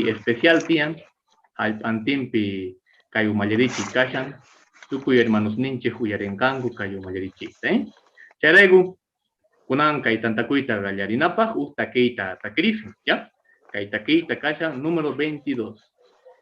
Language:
Quechua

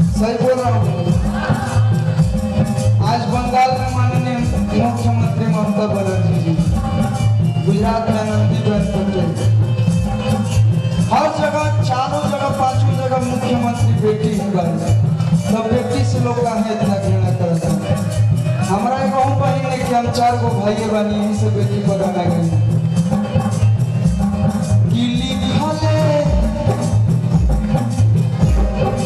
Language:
Bhojpuri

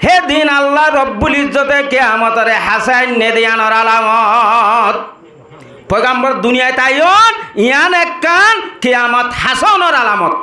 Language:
Rohingya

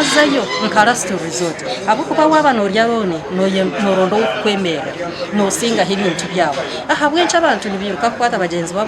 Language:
Nyankole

